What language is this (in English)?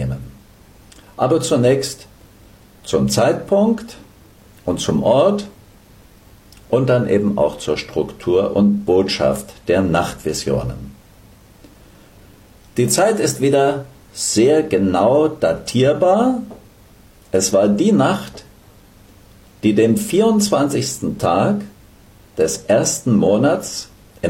German